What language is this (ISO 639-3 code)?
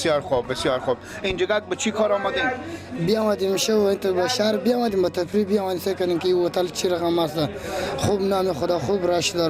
fas